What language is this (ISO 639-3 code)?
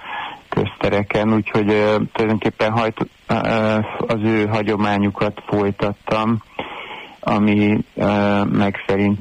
hun